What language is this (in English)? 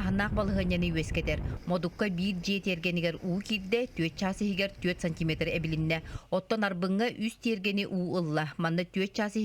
Yakut